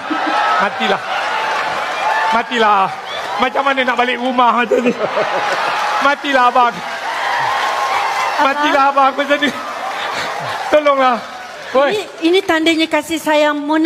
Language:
Malay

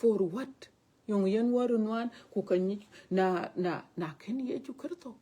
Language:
Dinka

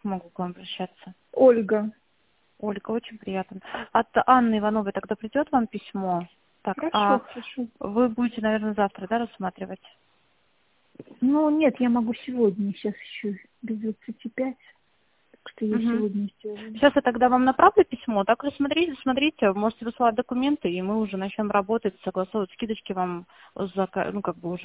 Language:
Russian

